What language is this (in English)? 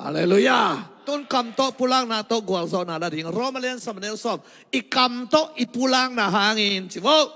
Tedim Chin